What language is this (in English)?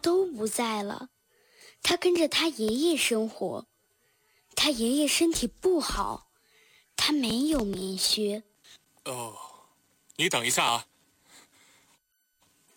Chinese